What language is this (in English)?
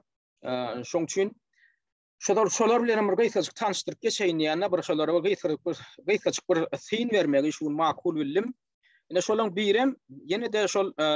Turkmen